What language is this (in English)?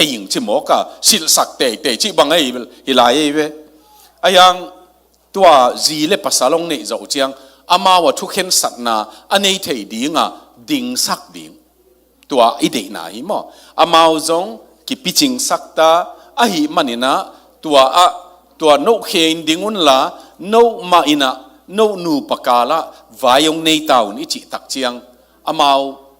Tedim Chin